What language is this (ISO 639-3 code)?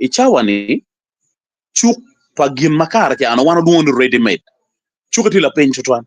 ach